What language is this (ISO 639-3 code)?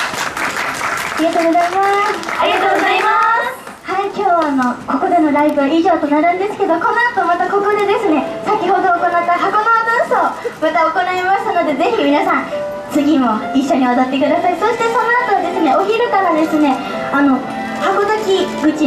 jpn